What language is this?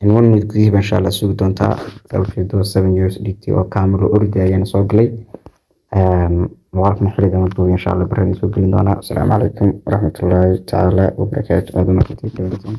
Somali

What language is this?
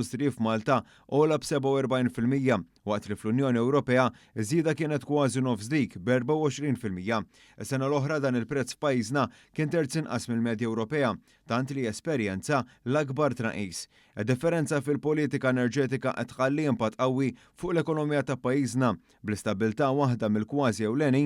Maltese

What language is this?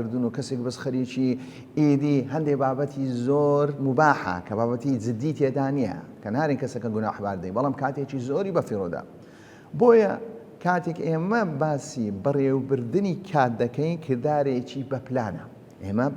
Central Kurdish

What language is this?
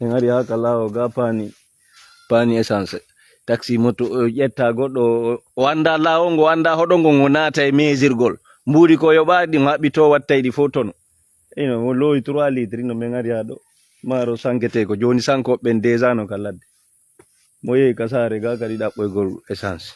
Fula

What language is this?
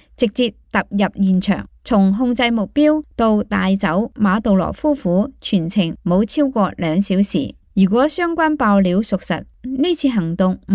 Cantonese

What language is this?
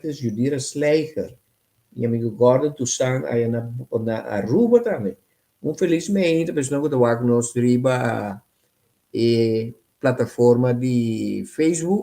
Papiamento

